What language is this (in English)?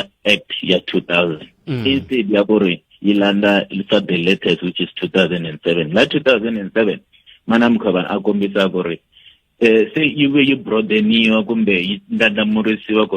Tsonga